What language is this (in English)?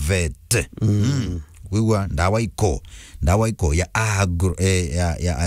Meru